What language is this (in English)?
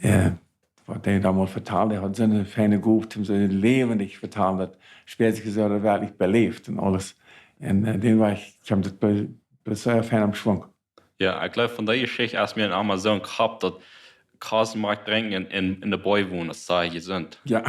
Plautdietsch